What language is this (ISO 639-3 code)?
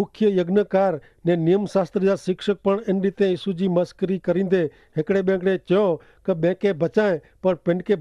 kfr